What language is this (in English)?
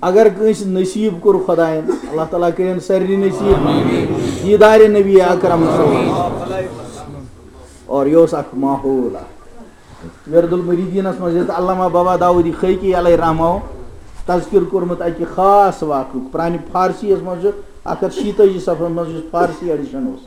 Kashmiri